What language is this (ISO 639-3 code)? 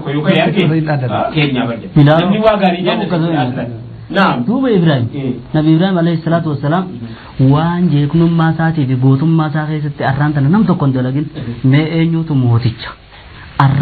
orm